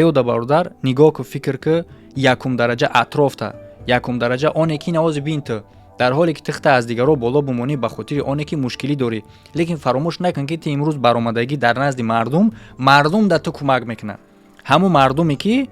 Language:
Tajik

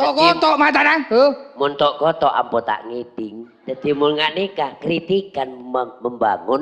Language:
Madurese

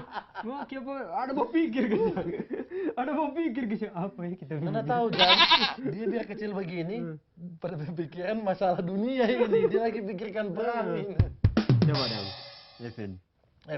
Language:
Manado Malay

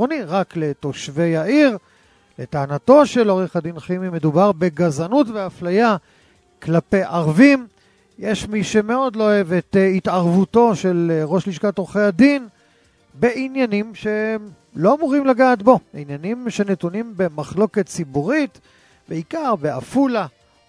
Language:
Hebrew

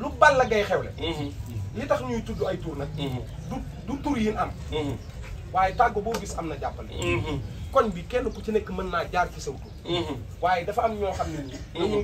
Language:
Wolof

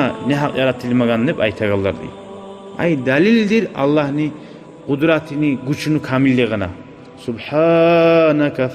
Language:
Kumyk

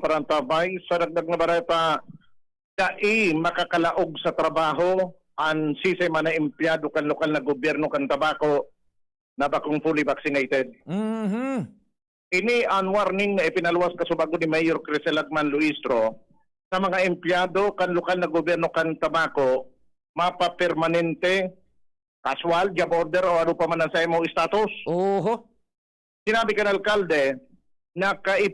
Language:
Bikol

